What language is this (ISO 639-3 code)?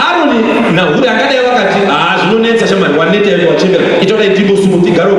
sna